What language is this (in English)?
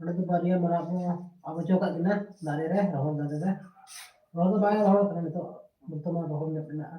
Santali